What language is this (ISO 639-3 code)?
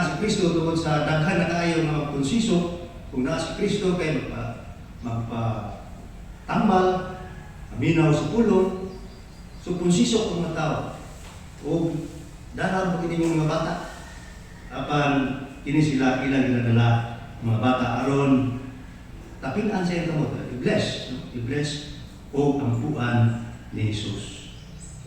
ceb